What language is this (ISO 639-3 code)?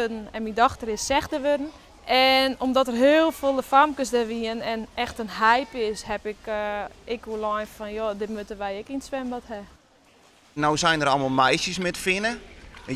fry